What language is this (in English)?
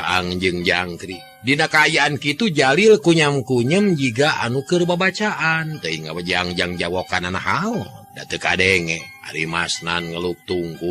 Sundanese